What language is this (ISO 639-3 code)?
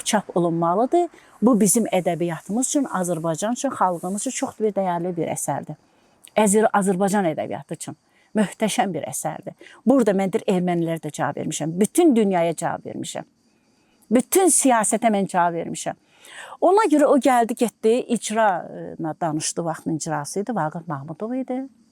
aze